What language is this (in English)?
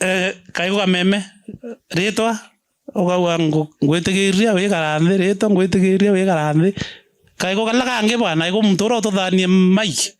Meru